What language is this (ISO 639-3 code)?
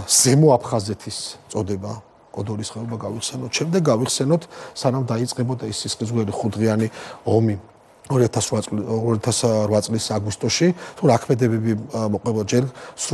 kat